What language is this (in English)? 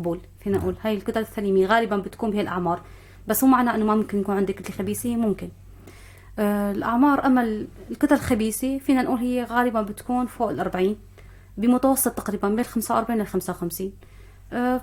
North Levantine Arabic